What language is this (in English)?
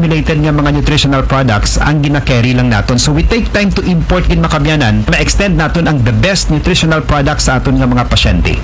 Aklanon